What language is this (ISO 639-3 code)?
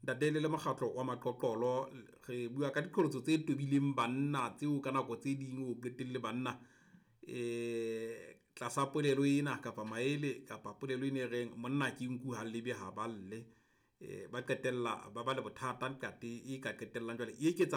sot